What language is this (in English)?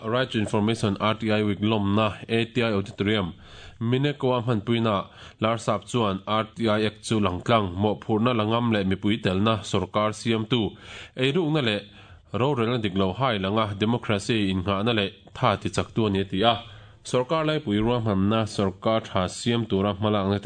Mizo